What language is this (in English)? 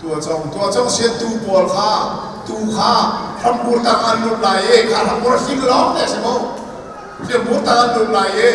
Hakha Chin